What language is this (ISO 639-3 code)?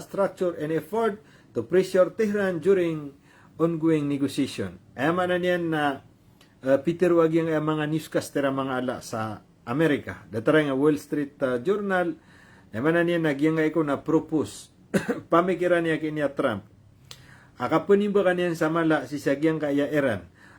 mrw